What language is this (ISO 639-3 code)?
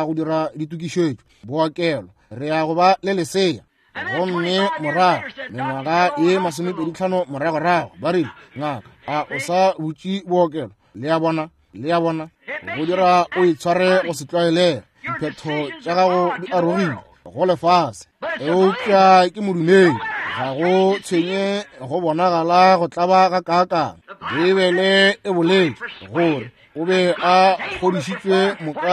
nso